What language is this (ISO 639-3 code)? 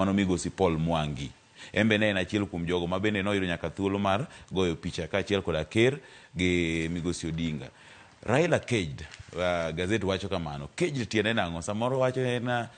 luo